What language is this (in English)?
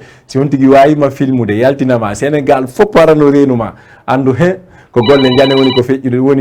Fula